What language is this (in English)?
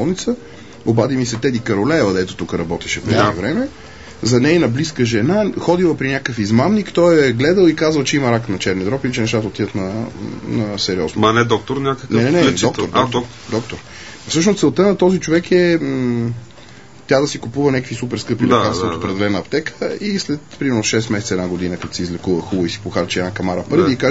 Bulgarian